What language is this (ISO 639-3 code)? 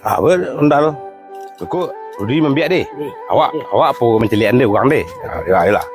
min